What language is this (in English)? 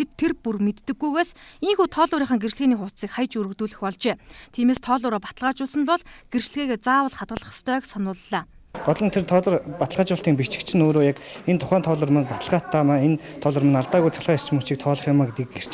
Mongolian